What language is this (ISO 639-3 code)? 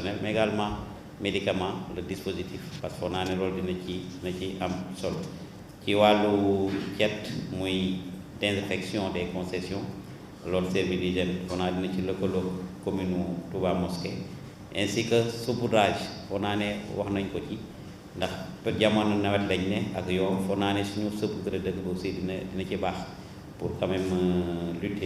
wol